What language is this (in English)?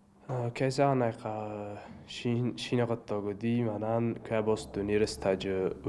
Ossetic